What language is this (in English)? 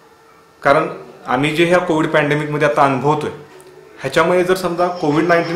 Marathi